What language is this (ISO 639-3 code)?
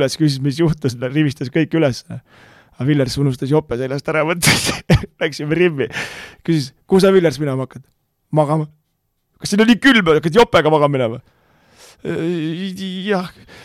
est